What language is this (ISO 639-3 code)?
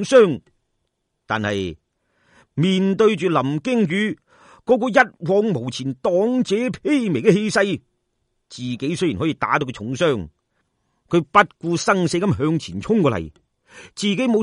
yue